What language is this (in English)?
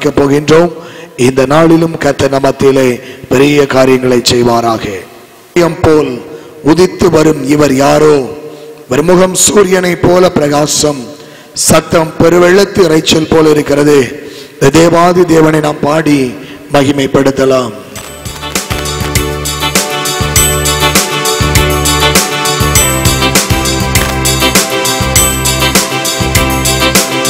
Tamil